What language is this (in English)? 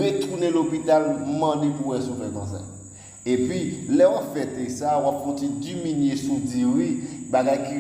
Haitian Creole